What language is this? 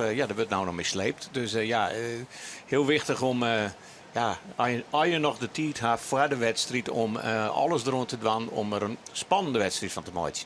Western Frisian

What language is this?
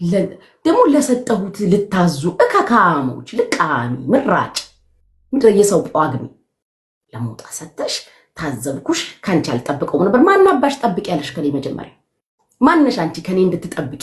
Amharic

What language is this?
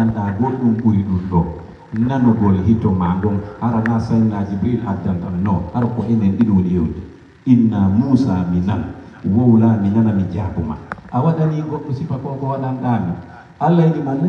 Pular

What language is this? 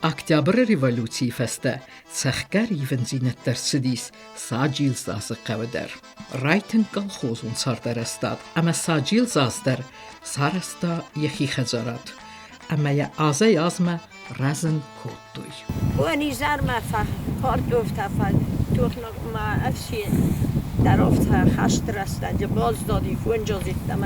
Ossetic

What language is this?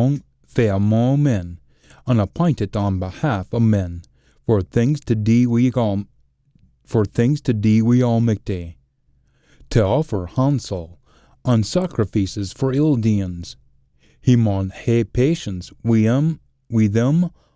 Scots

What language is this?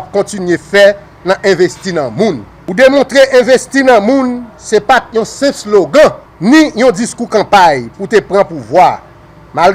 Haitian Creole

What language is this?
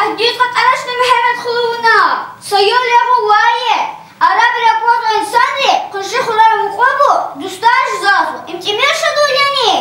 Lezghian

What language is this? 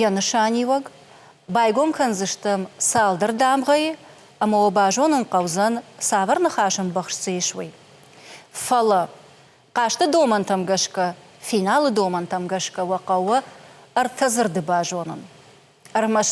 Ossetic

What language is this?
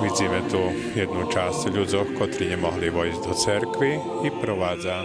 Rusyn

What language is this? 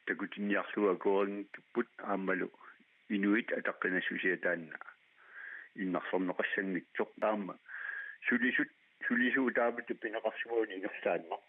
Kalaallisut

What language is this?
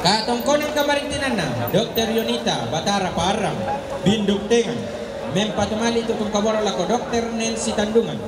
Toraja-Sa'dan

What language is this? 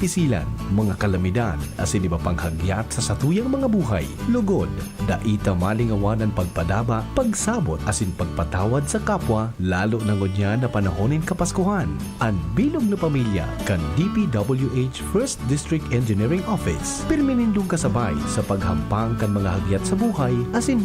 Bikol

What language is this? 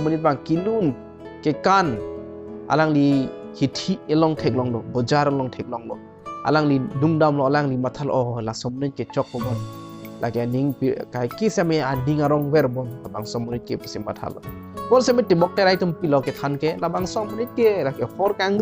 Karbi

